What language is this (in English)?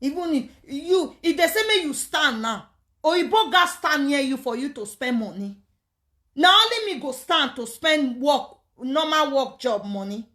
Nigerian Pidgin